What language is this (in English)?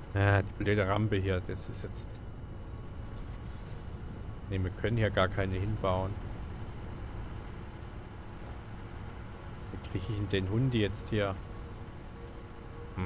German